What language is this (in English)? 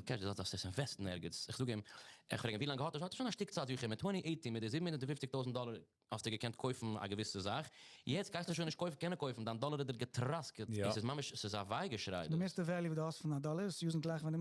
Yiddish